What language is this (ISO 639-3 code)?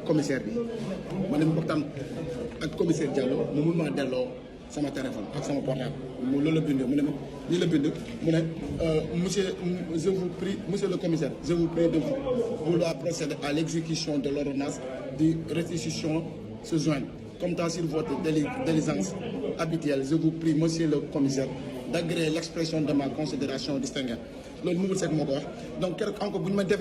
wol